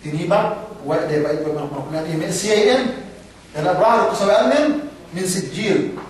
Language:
Yakan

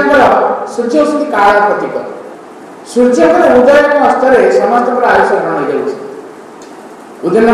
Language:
Odia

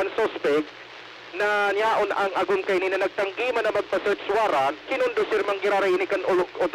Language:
Bikol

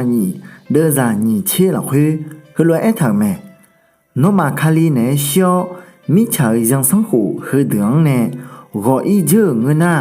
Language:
Akha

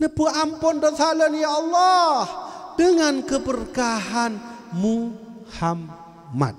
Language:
Achinese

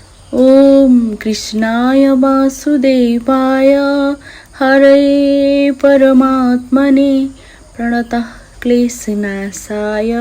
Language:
Nepali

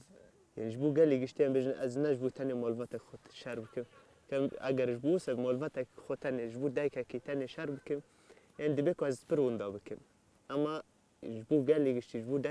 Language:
Kurdish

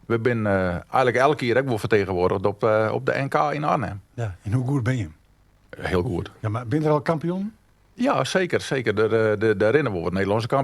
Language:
Western Frisian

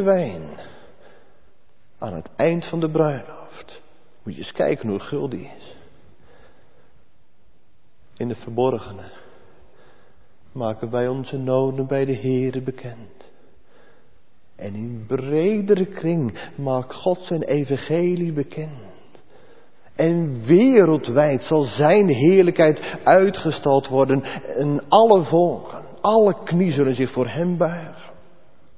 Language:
Dutch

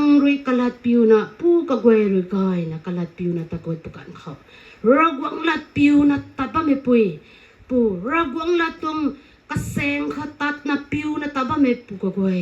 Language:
Rongmei Naga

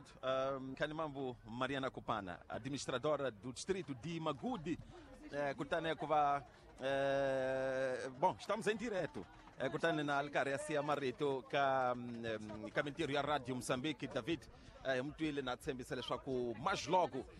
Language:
Tsonga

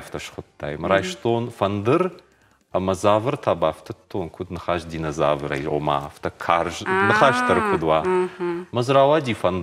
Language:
Ossetic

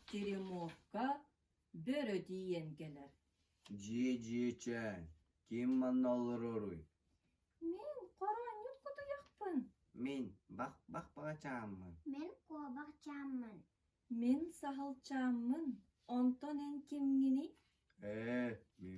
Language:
Yakut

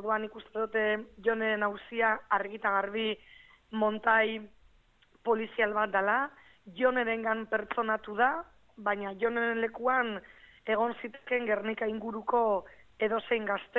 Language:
Basque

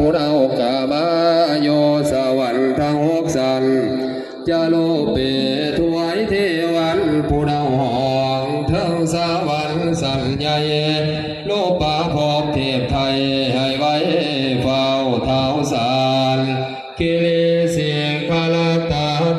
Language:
Northeastern Thai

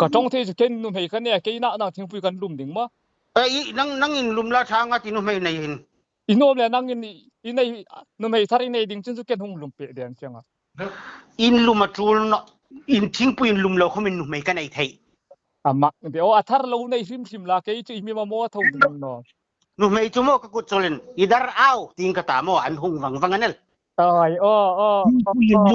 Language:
Hmar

